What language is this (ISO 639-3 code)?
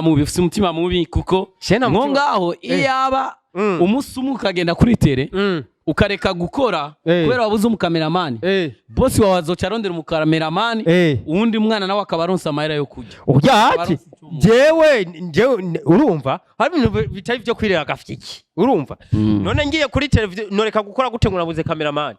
run